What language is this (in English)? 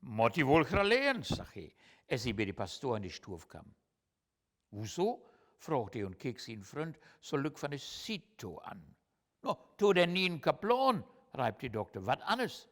Low German